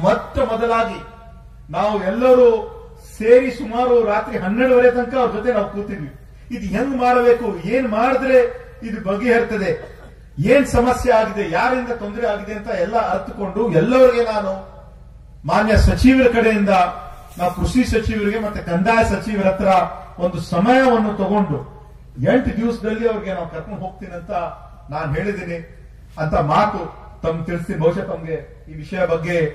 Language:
Kannada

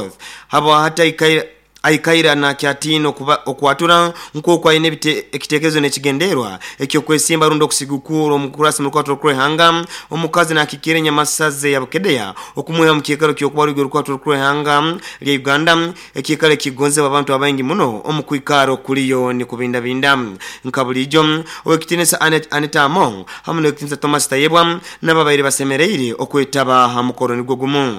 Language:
Nyoro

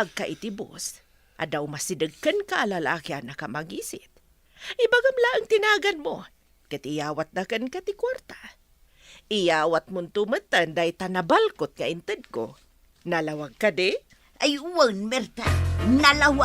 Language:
Iloko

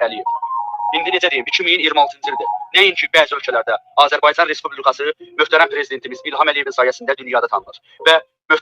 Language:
Azerbaijani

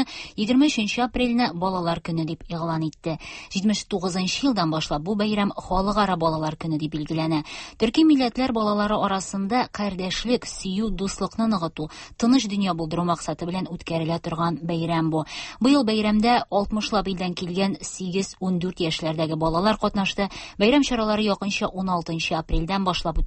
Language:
Tatar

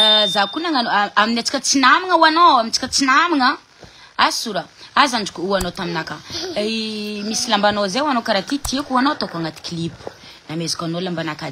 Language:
Malagasy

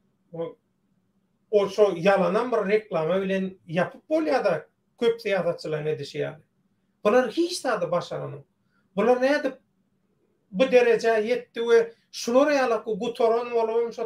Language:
Turkmen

